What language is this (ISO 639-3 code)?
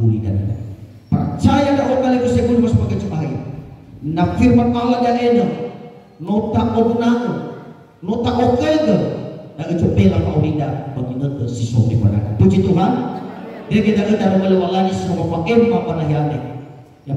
nia